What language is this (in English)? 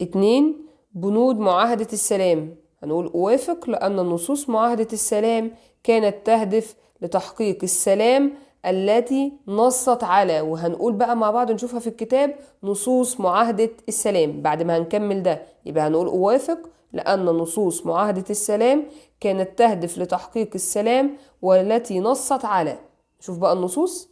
Egyptian Arabic